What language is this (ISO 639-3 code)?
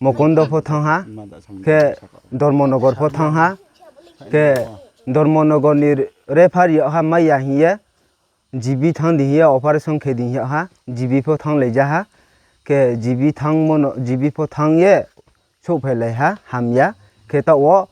ria